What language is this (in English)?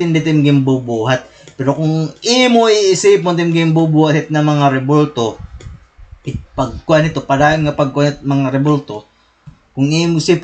Waray